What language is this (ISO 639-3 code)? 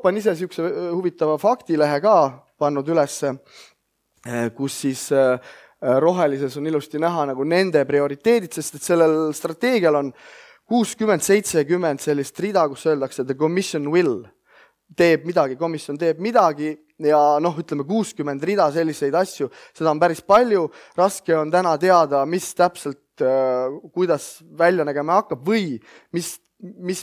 est